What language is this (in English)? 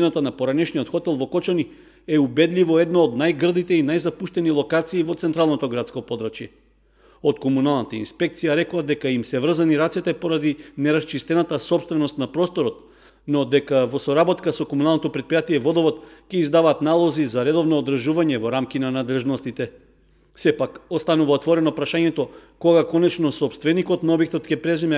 Macedonian